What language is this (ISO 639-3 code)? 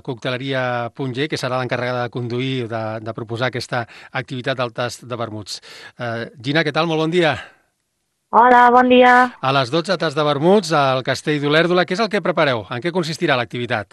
cat